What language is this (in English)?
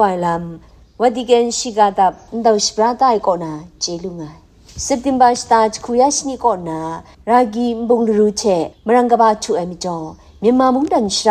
Kachin